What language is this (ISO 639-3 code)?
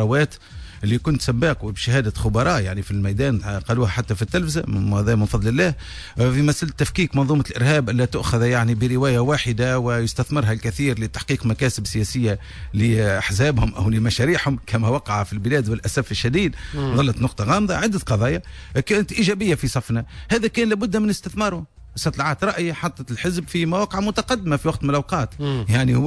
aeb